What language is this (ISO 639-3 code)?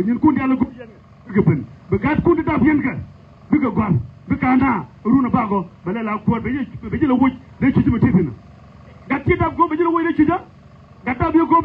nus